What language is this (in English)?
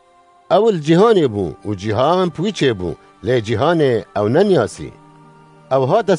Kurdish